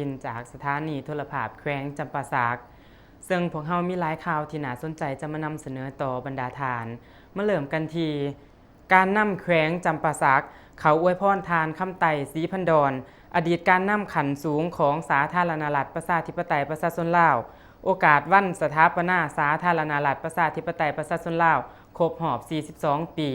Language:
Lao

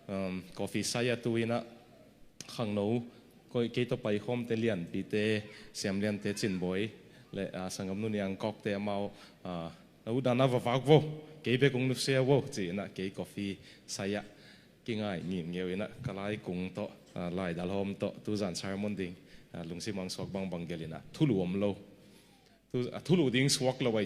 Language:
Tedim Chin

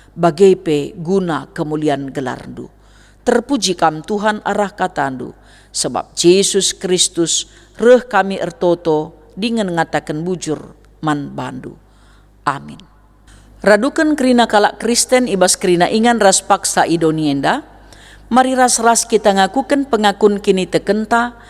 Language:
Batak Karo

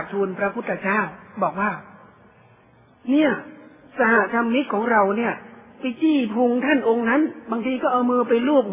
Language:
Thai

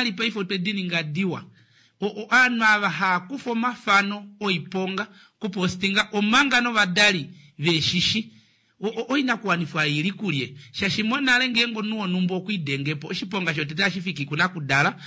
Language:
Kuanyama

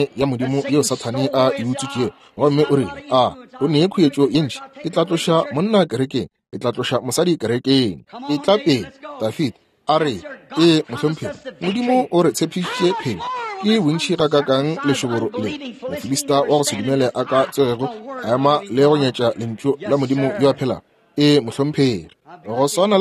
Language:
Northern Sotho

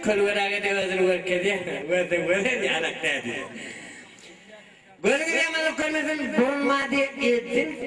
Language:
Turkish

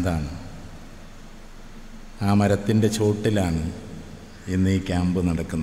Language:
Malayalam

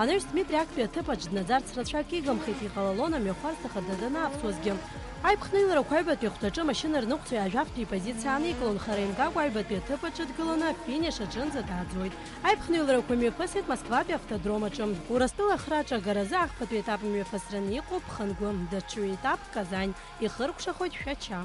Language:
Abkhazian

